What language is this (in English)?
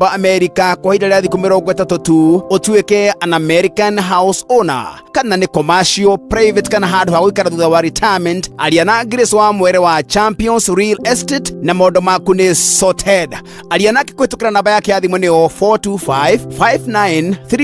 Kikuyu